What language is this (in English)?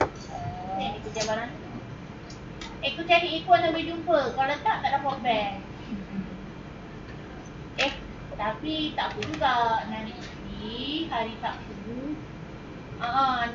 Malay